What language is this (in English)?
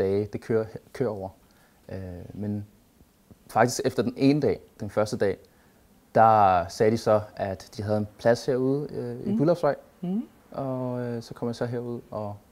Danish